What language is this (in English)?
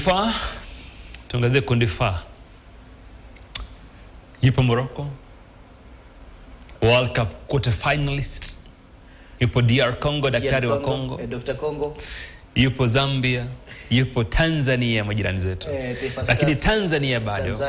Swahili